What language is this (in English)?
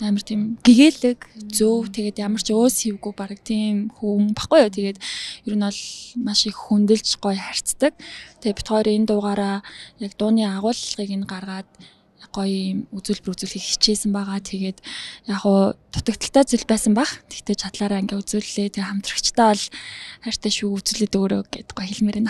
Mongolian